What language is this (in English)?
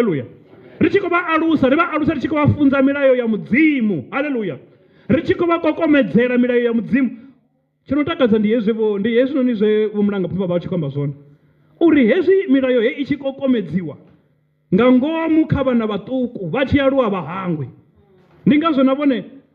Venda